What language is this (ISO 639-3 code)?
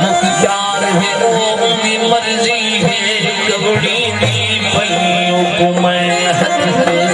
skr